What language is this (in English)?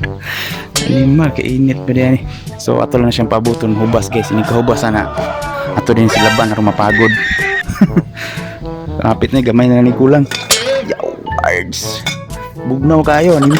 Cebuano